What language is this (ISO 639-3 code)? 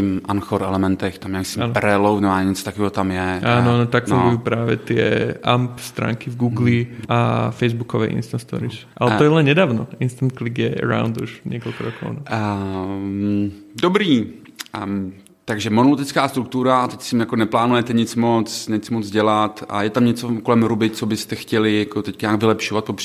slk